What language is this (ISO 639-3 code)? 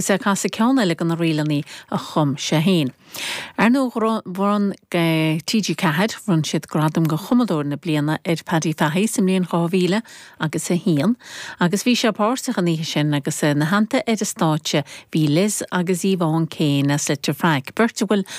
gle